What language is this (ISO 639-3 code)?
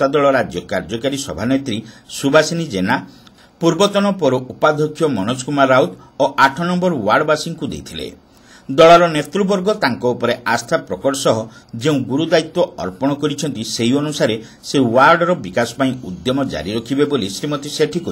ori